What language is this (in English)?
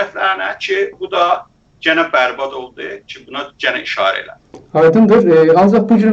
South Azerbaijani